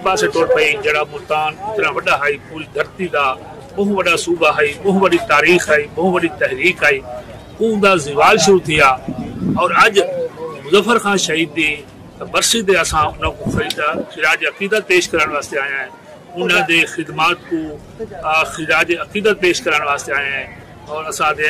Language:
Saraiki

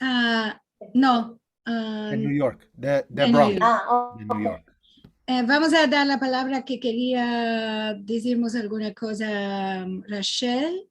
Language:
Ladino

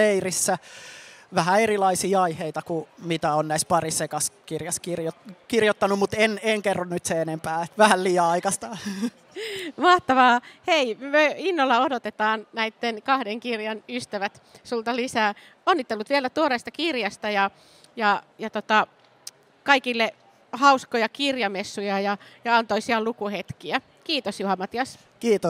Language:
Finnish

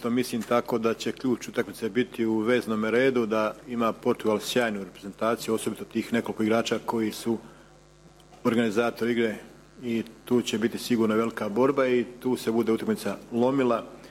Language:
Croatian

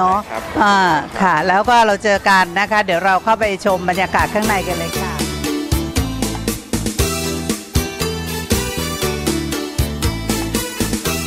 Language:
Thai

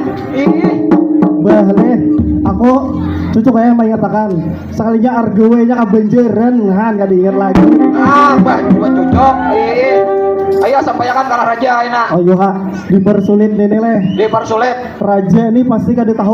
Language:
Banjar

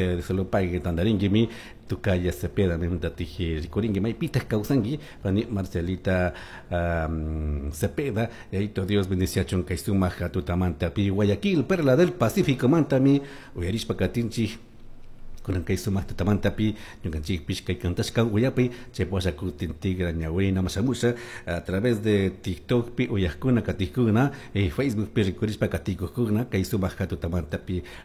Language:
Chimborazo Highland Quichua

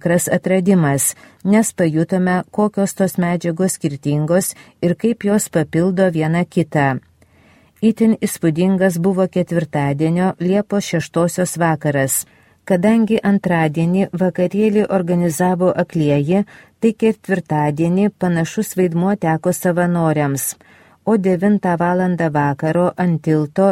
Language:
Lithuanian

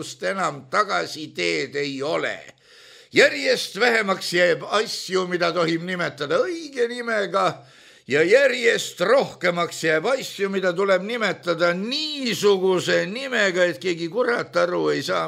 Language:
Estonian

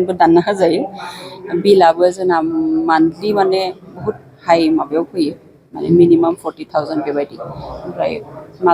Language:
Bodo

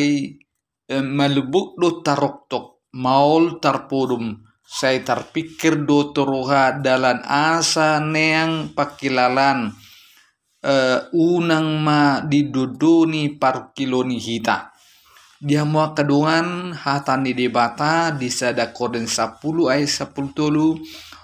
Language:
Batak Toba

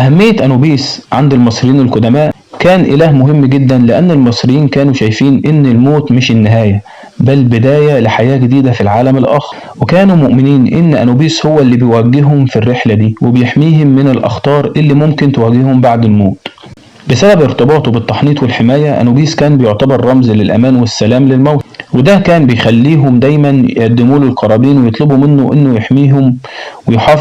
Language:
Egyptian Arabic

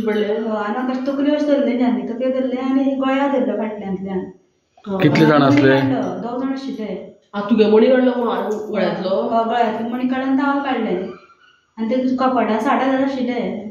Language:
Konkani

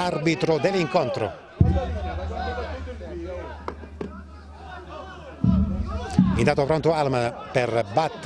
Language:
Italian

